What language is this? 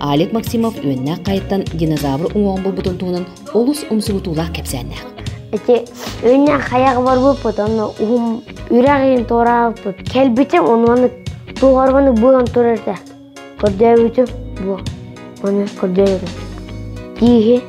Yakut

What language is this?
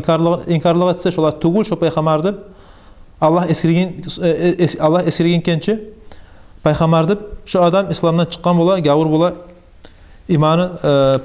Kumyk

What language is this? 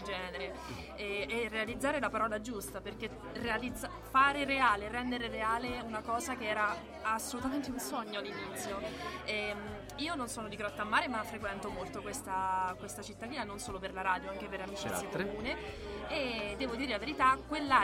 Italian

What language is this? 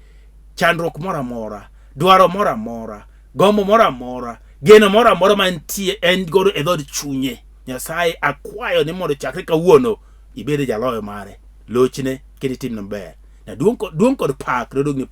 Luo (Kenya and Tanzania)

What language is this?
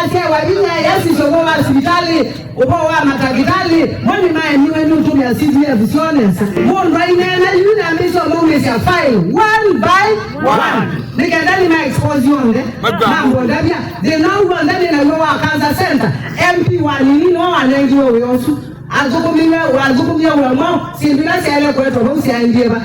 Kamba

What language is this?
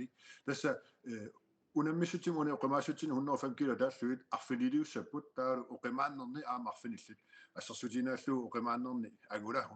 Kalaallisut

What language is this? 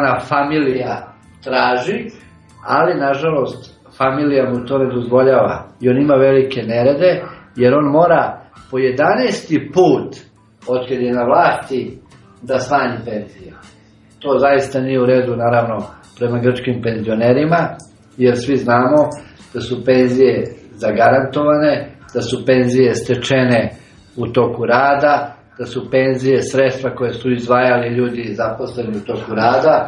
Serbian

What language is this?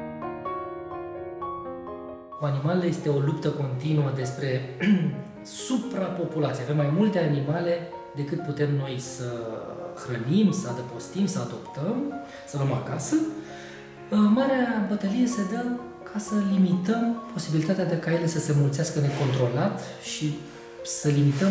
Romanian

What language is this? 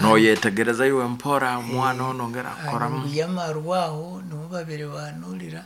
Nyankole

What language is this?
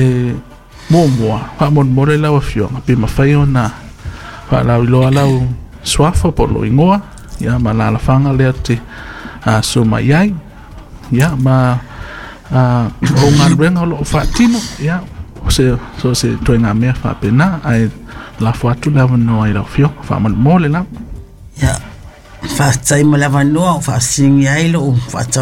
Samoan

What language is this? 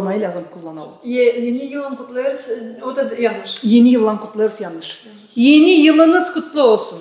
Gagauz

